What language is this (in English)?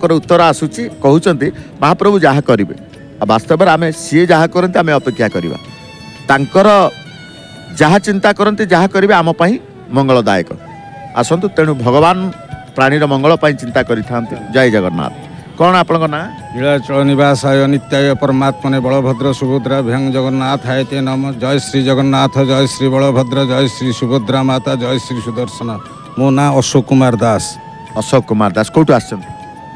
Odia